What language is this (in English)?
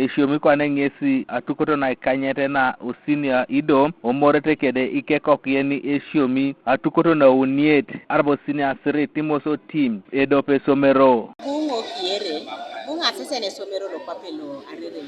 Teso